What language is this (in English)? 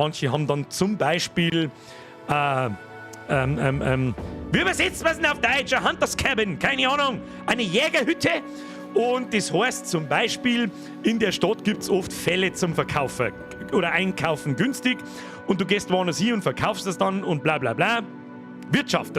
Bavarian